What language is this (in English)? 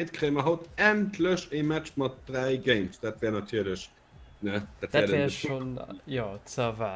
Luxembourgish